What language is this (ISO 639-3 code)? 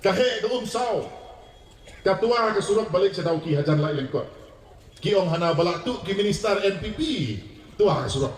kha